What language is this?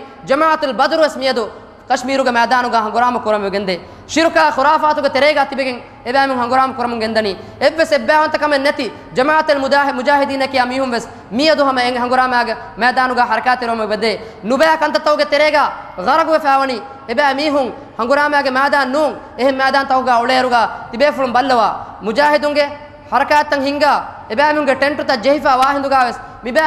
Divehi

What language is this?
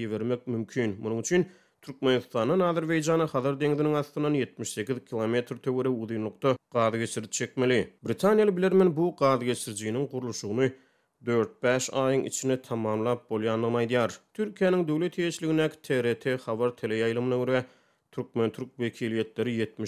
Turkmen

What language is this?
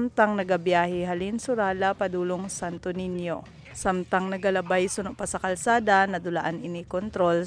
Hiligaynon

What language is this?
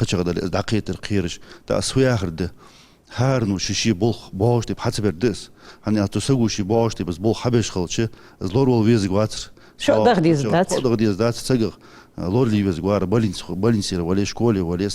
Ingush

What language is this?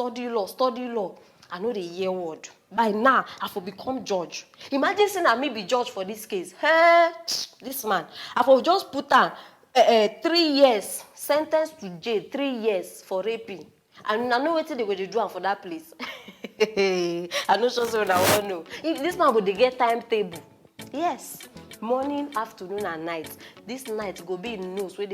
Nigerian Pidgin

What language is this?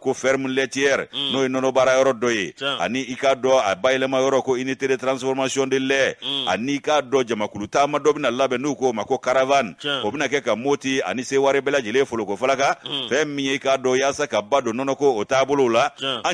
Bambara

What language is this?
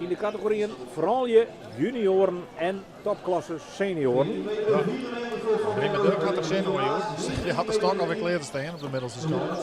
Western Frisian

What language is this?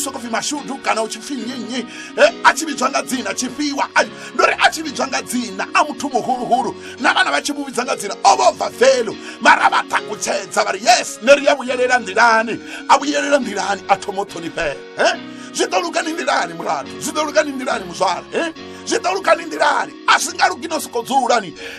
Venda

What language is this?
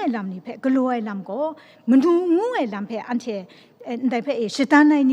Kachin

